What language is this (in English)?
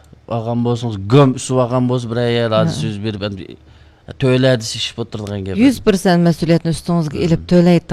Uyghur